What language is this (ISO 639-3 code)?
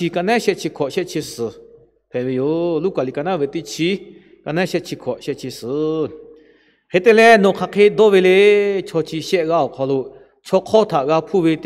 lhu